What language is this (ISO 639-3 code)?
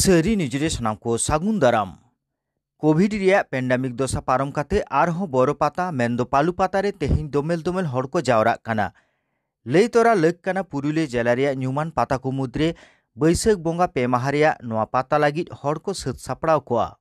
sat